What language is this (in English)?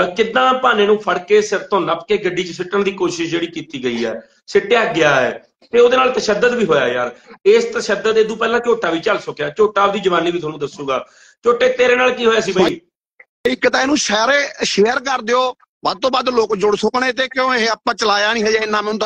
Punjabi